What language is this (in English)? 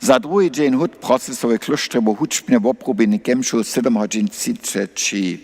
Upper Sorbian